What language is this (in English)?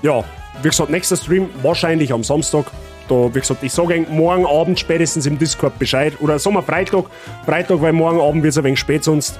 Bavarian